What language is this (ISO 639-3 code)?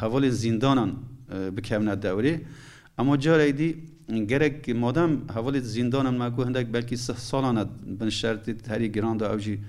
kur